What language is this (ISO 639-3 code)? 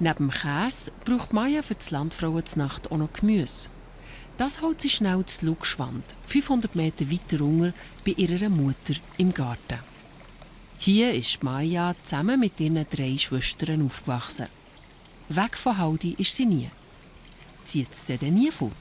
gsw